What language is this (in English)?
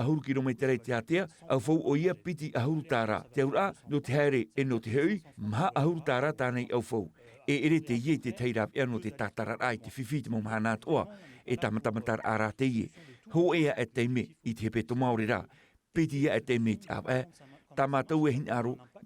Tahitian